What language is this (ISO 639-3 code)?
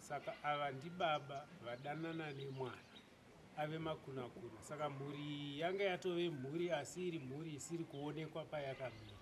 sna